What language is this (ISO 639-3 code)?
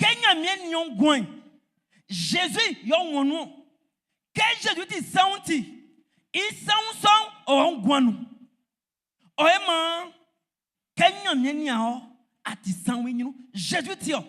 bci